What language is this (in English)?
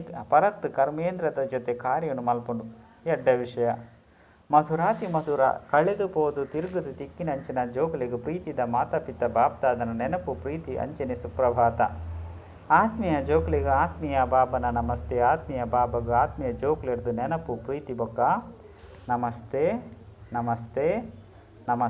Tulu